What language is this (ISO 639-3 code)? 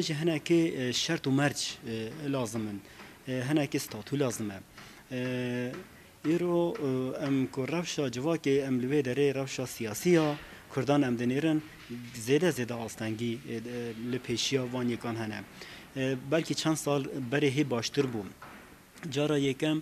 kur